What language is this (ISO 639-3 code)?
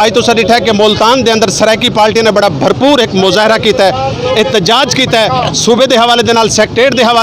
skr